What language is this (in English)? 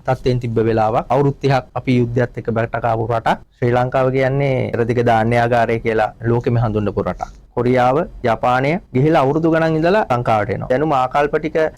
Sinhala